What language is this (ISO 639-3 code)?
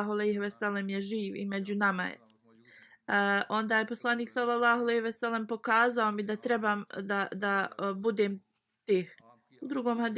bos